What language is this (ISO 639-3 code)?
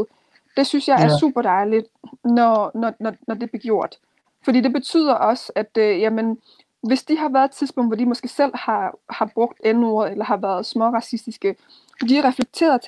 dan